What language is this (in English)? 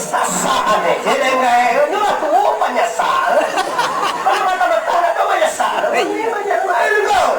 Minangkabau